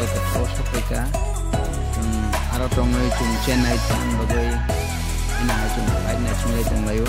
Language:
Kok Borok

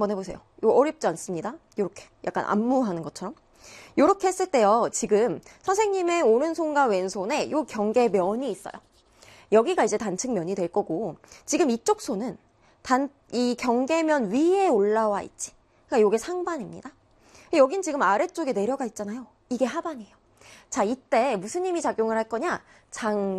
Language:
Korean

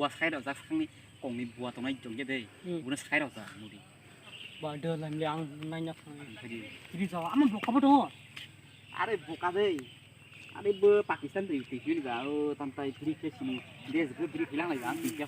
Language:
Kok Borok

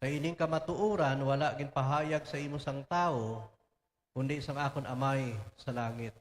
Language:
Hiligaynon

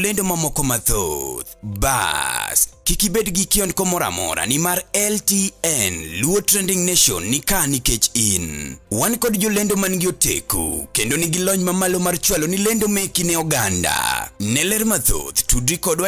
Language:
Luo (Kenya and Tanzania)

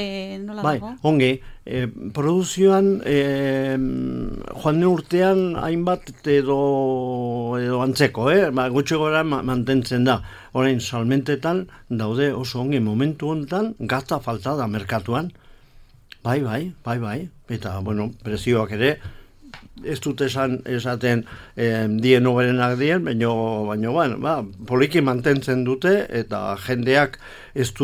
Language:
Basque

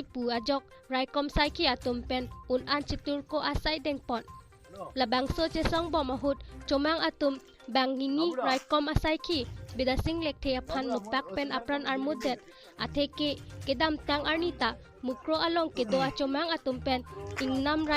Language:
Karbi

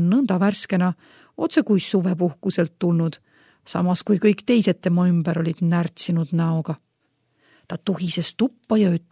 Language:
Estonian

